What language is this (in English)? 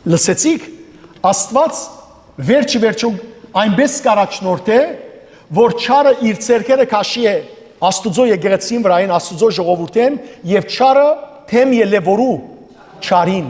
Western Armenian